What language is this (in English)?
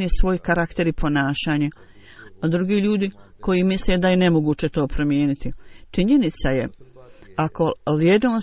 Bosnian